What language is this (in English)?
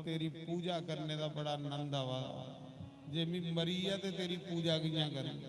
Dogri